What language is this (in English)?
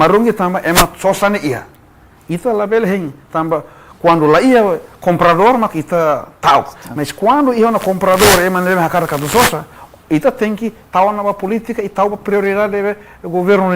Tetum